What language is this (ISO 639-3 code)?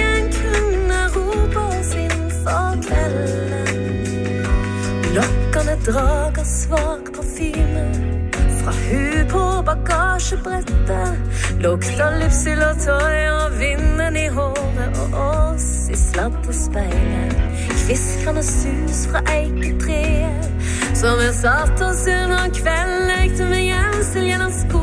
nor